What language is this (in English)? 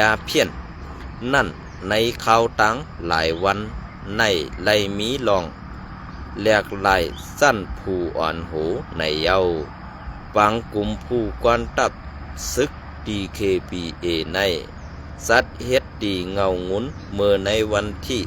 Shan